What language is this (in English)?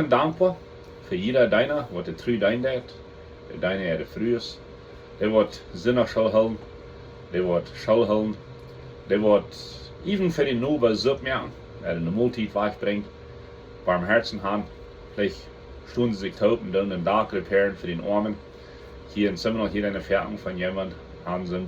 Plautdietsch